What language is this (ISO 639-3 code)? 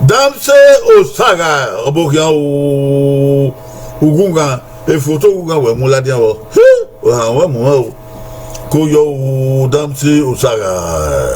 bin